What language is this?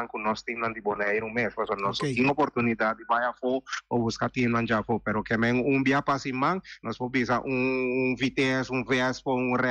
Papiamento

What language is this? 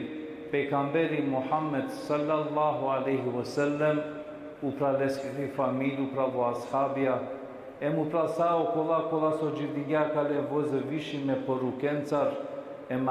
Balkan Romani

